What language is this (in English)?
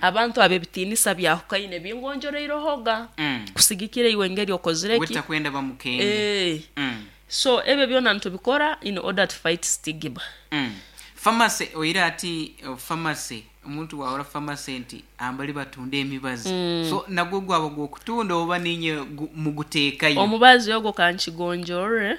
Nyankole